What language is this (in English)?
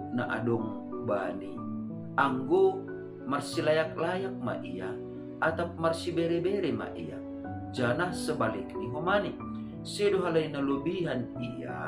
Batak Simalungun